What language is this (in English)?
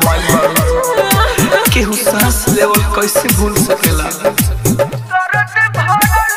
Bhojpuri